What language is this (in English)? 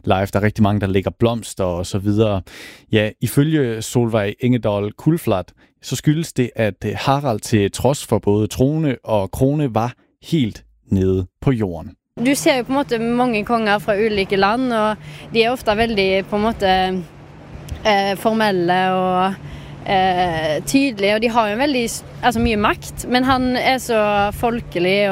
Danish